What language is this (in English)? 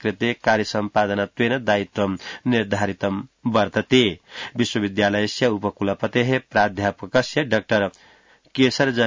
Sanskrit